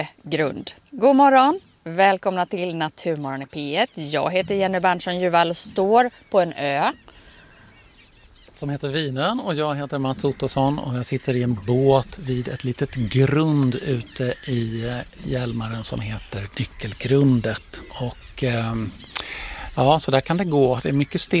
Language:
Swedish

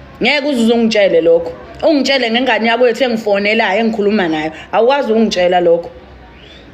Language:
Zulu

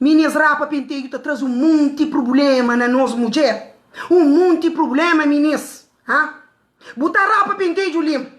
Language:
Kabuverdianu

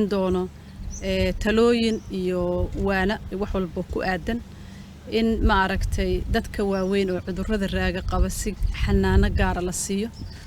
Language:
Somali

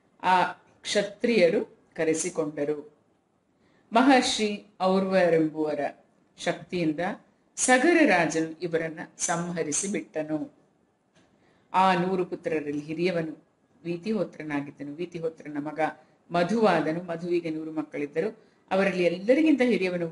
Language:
Kannada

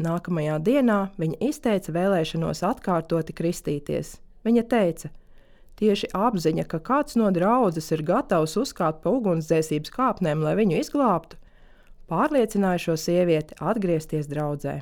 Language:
Latvian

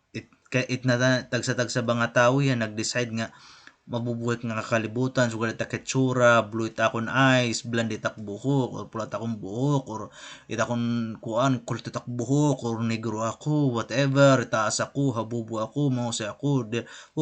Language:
Waray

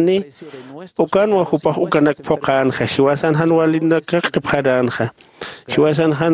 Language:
Aymara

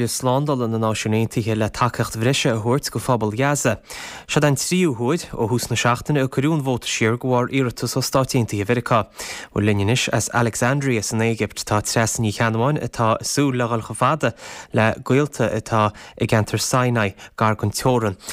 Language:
Irish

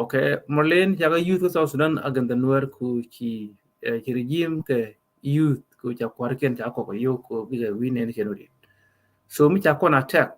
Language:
Nuer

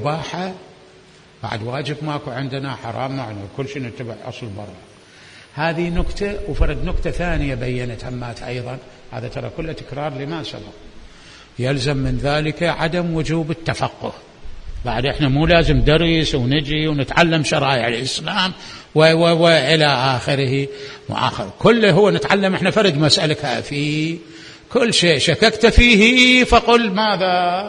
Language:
Mesopotamian Arabic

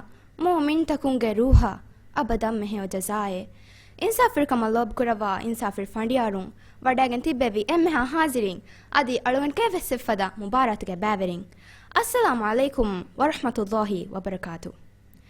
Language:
Divehi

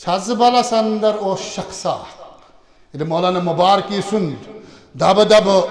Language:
Kashmiri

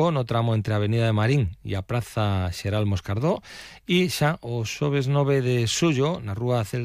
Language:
Galician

